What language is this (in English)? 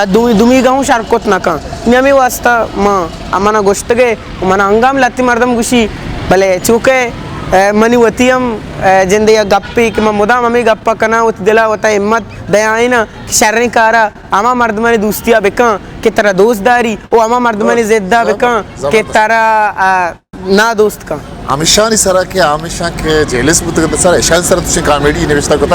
Eastern Balochi